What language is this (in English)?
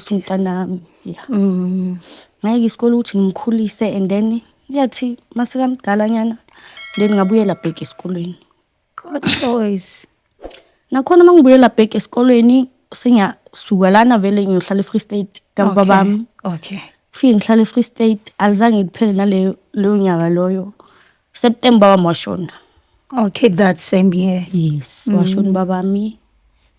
Zulu